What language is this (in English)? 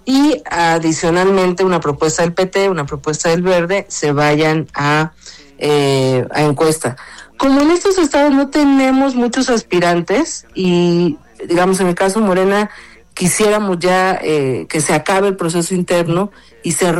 Spanish